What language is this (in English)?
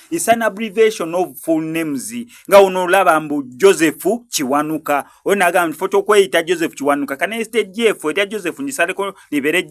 Ganda